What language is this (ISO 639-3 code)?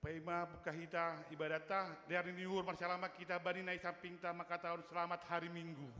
bts